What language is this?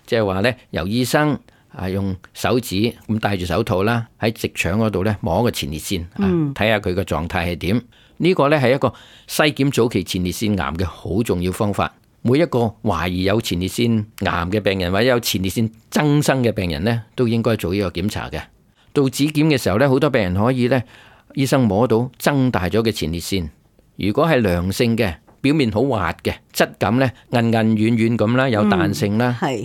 Cantonese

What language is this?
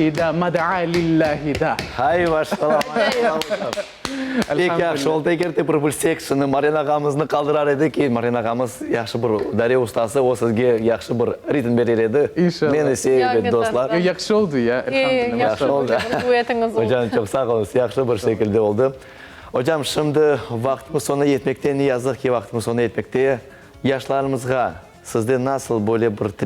Crimean Tatar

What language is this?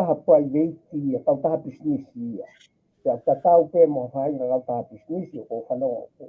Tongan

